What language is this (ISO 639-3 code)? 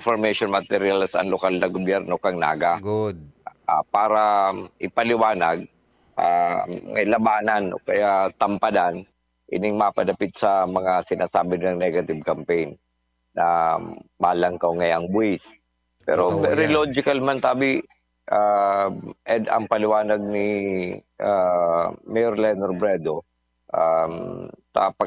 bik